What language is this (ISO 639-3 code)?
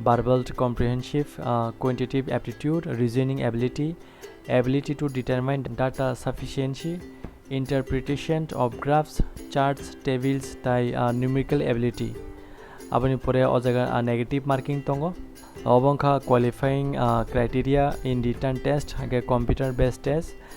trp